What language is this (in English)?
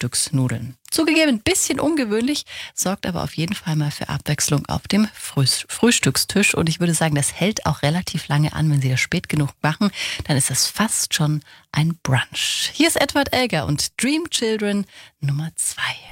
German